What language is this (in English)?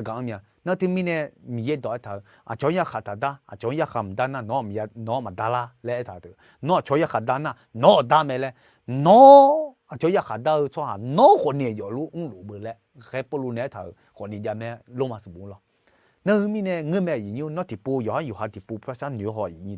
Akha